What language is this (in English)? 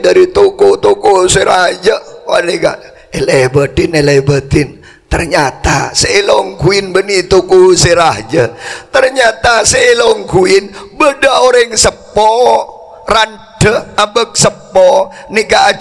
Madurese